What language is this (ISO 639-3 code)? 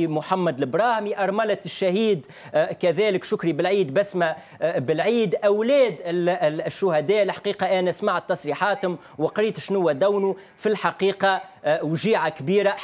aeb